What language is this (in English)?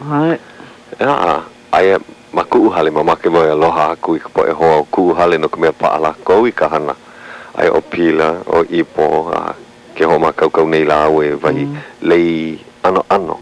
Hawaiian